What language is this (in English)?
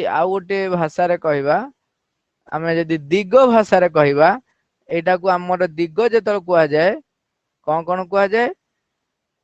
Odia